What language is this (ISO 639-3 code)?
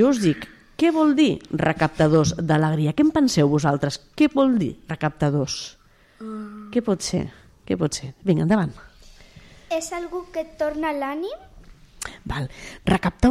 cat